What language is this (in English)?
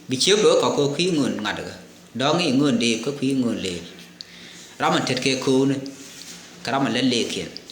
Nuer